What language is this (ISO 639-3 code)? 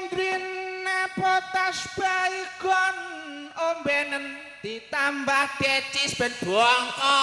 jav